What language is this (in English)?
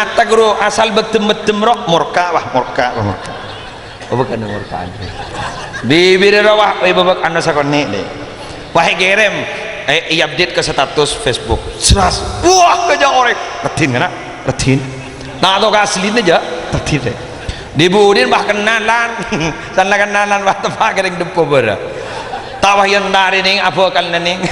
Madurese